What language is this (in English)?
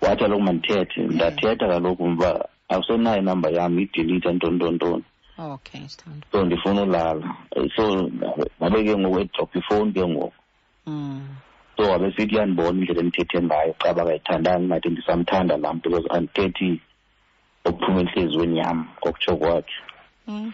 Xhosa